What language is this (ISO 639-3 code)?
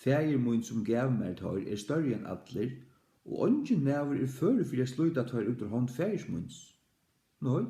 fao